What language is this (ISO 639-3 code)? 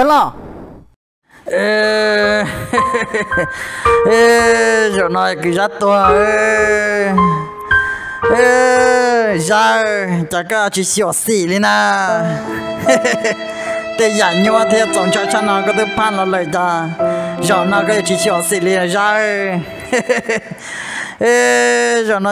vie